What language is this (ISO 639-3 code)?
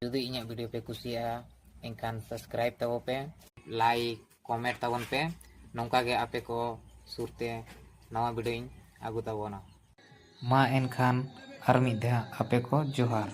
sat